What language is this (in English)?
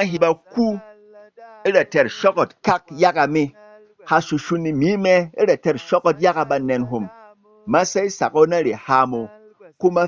Berom